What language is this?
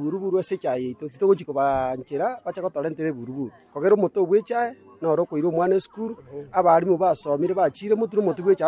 Gusii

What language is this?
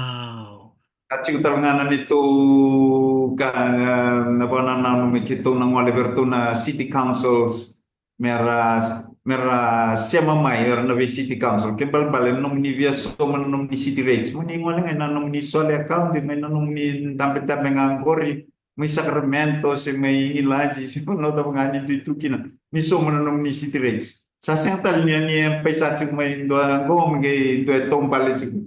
Fijian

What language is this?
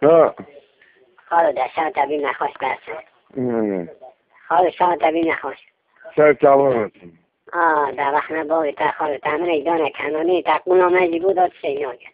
Kurdish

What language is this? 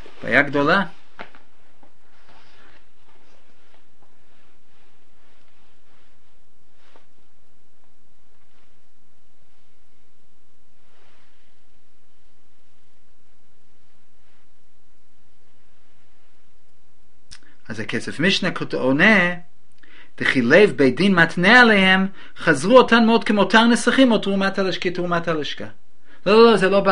Hebrew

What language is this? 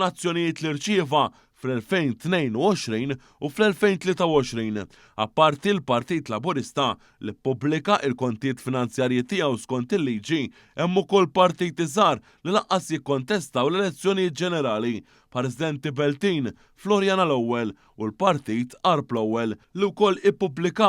Maltese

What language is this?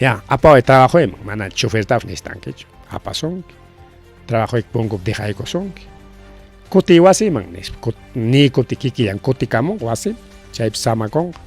Ayacucho Quechua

